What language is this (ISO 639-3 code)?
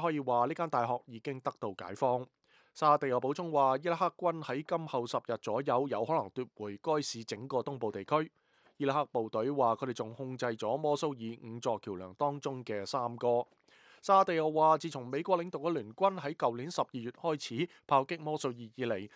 yue